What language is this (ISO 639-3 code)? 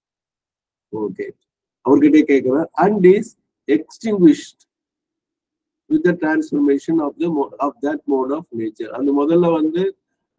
tam